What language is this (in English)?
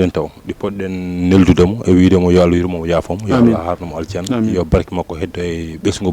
Fula